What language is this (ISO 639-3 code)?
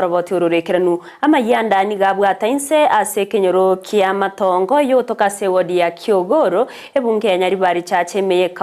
guz